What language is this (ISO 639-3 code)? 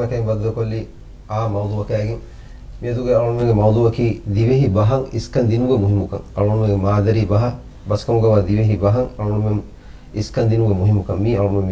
div